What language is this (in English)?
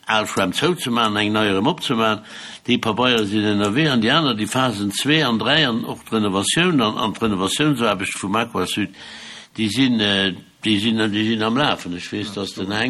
Luxembourgish